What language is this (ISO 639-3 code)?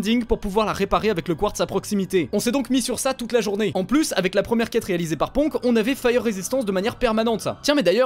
fra